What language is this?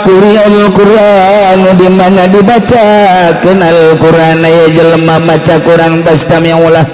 Sundanese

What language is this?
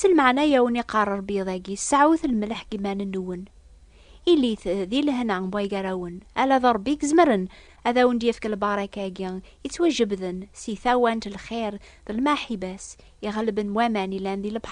Kabyle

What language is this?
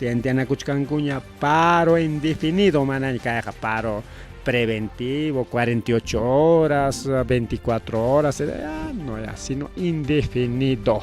Ayacucho Quechua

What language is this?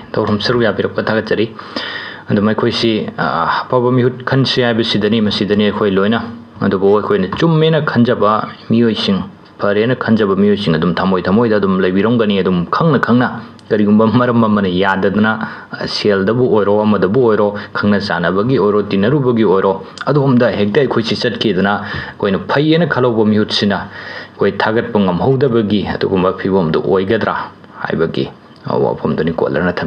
Manipuri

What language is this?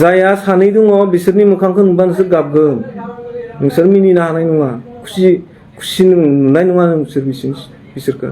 Bodo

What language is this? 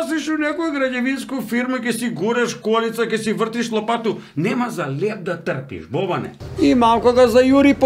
Macedonian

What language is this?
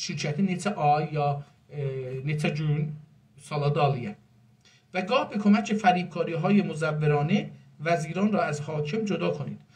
South Azerbaijani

